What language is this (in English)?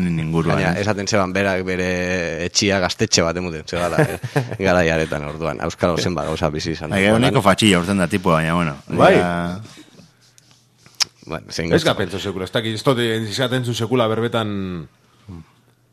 Basque